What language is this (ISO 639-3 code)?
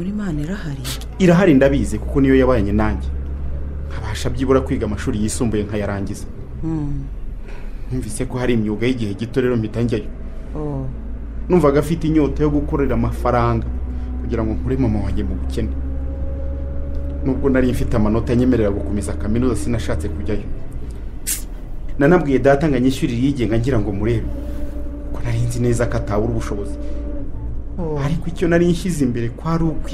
kin